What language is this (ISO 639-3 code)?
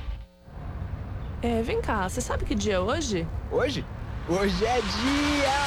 por